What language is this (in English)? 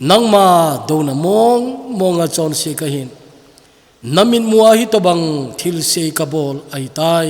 Thado Chin